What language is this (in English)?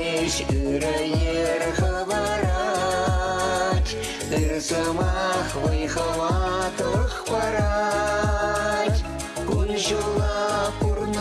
Chuvash